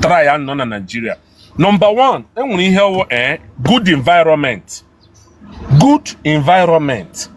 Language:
Igbo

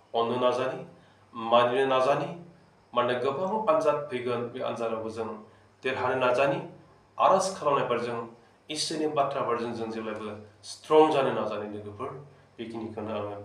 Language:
Bodo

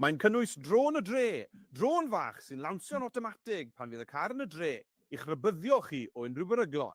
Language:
Welsh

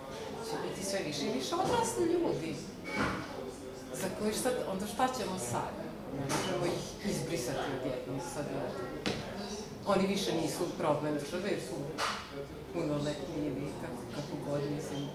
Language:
Serbian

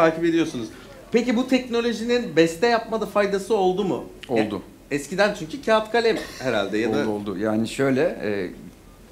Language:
Turkish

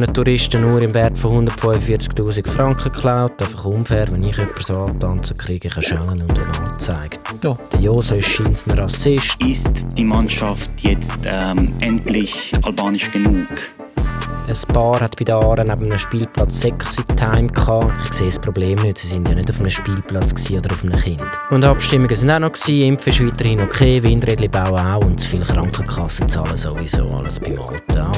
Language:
Swiss German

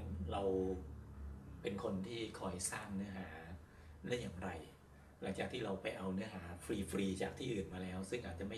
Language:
Thai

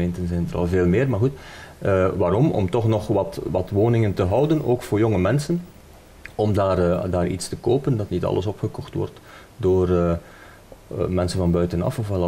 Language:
Dutch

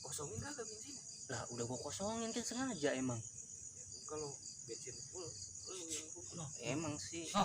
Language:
Betawi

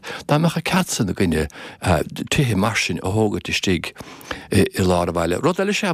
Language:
Irish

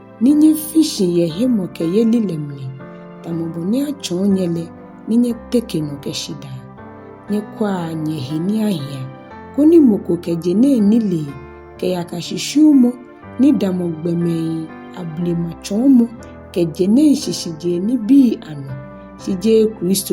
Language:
Ga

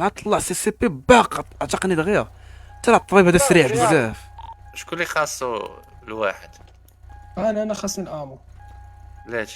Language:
Moroccan Arabic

